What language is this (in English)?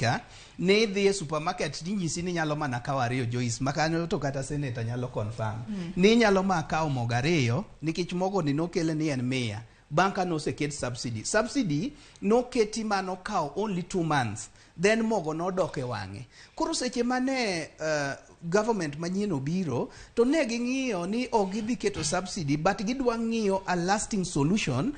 Luo (Kenya and Tanzania)